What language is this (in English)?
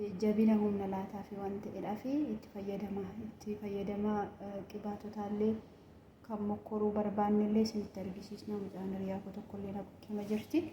Oromo